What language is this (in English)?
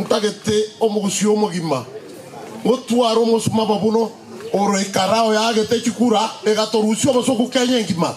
Gusii